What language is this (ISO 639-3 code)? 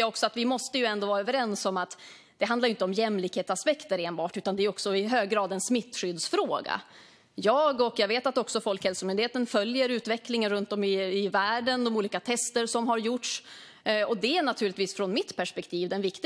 swe